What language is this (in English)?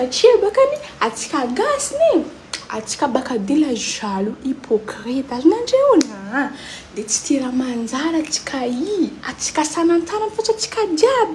Malagasy